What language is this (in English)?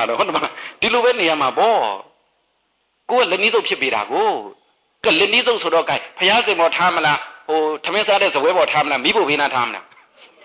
Burmese